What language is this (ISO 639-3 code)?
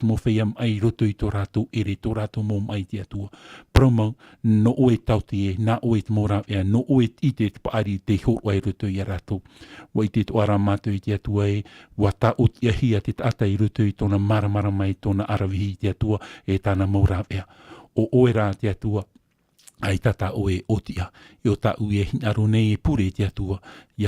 tah